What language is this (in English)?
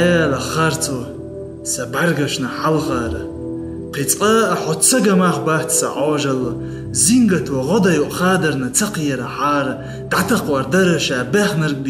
Chechen